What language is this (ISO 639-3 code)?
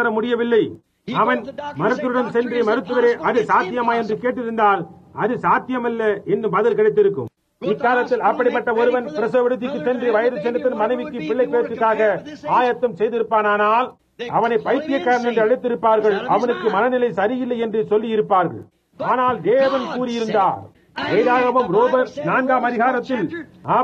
tam